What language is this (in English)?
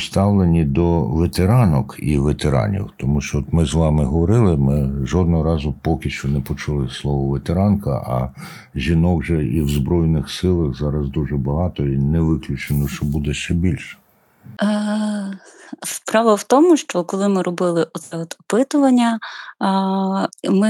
Ukrainian